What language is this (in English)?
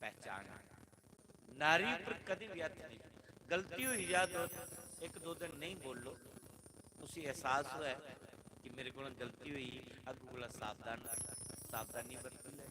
Dogri